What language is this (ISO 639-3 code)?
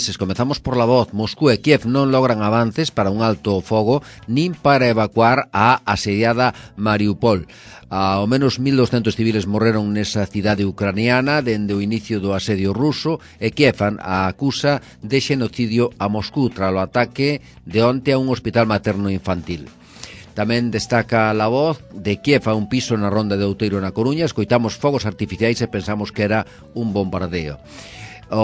glg